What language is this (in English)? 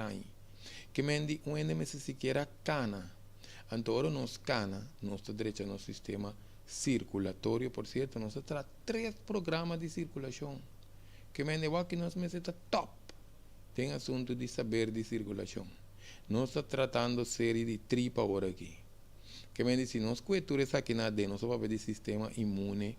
Papiamento